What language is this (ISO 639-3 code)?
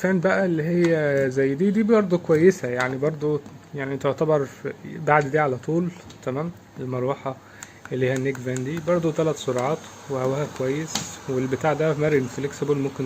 arz